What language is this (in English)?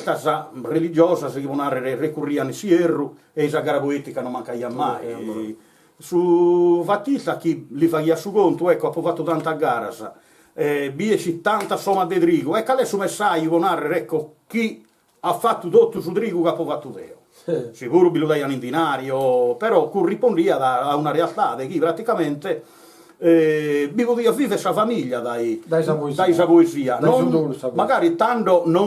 Sardinian